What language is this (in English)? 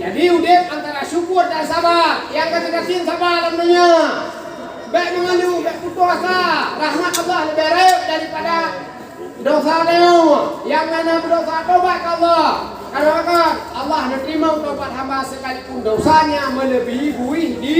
Achinese